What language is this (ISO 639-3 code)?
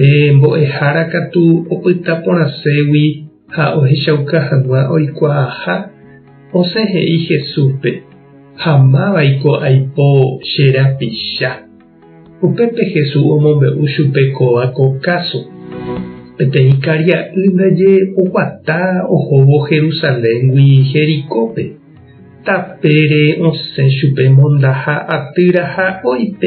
grn